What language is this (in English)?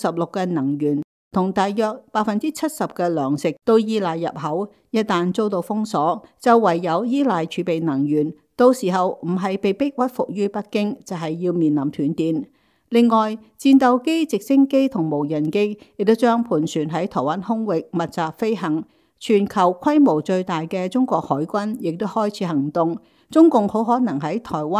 Cantonese